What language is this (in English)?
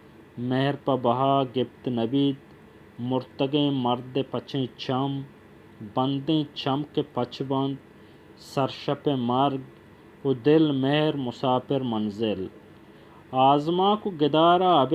Baluchi